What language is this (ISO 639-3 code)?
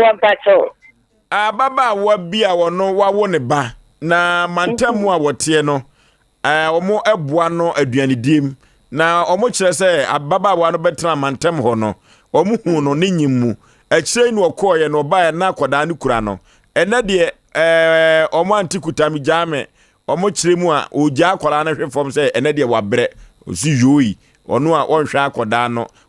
aka